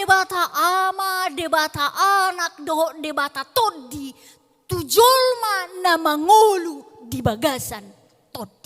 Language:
Batak Toba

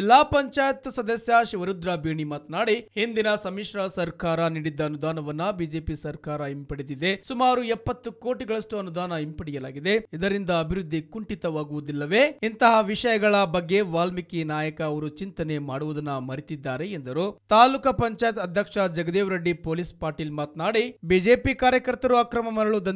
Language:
Kannada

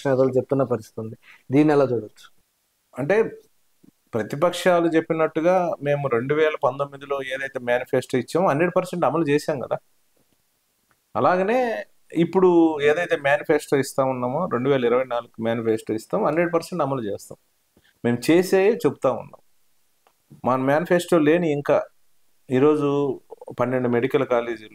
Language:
Telugu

